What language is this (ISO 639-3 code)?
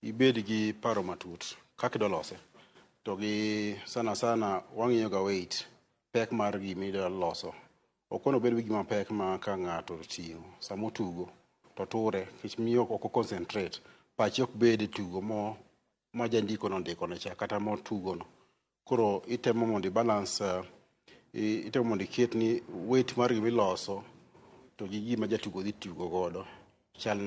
luo